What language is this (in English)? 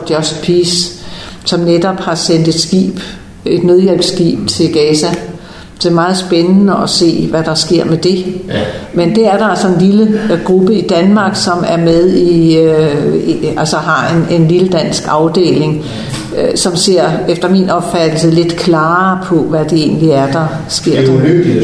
Danish